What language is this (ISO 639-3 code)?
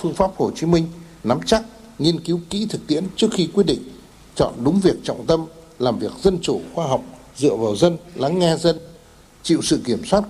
vie